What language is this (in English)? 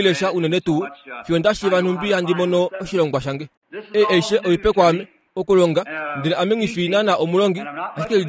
Kuanyama